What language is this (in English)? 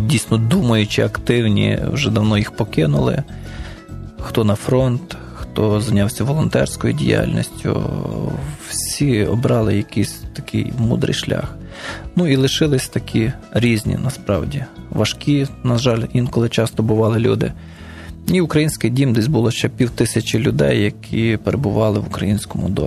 Ukrainian